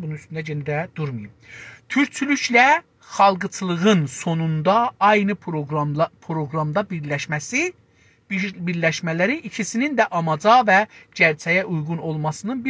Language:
South Azerbaijani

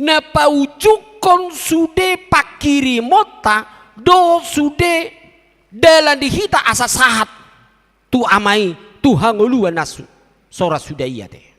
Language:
Batak Toba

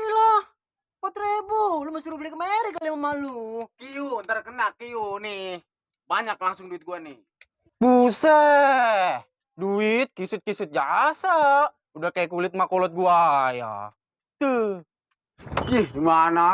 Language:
Betawi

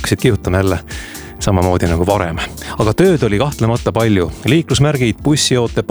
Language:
Estonian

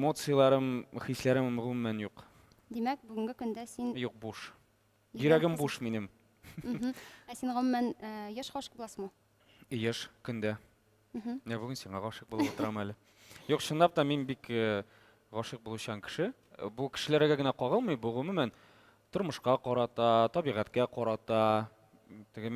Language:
Tatar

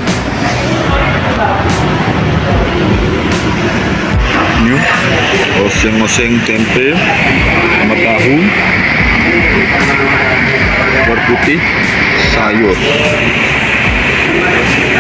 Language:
Indonesian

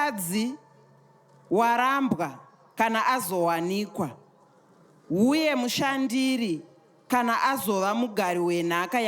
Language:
Shona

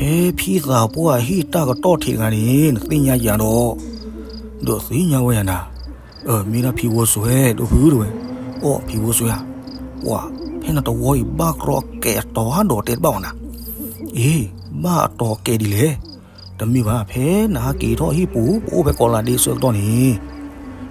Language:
S'gaw Karen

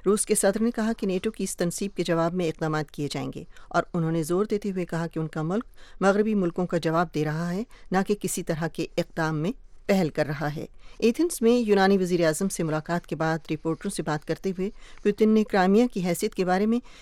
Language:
Urdu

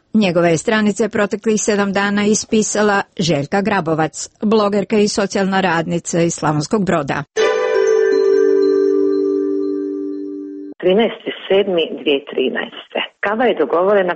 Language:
Croatian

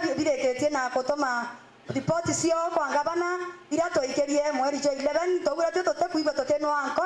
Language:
Meru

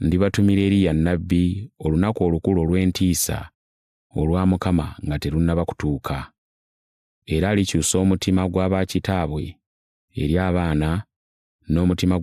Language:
Ganda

